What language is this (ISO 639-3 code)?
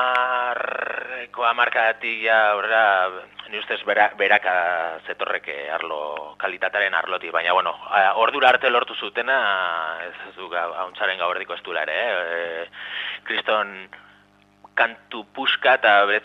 eus